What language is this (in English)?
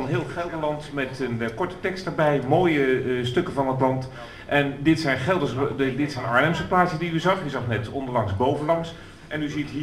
Dutch